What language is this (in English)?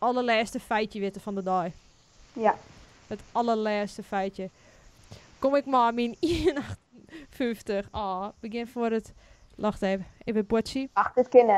Western Frisian